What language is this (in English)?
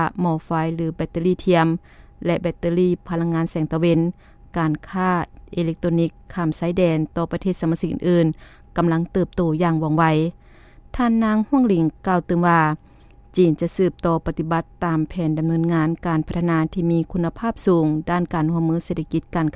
Lao